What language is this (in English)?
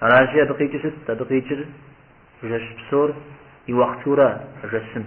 Kabardian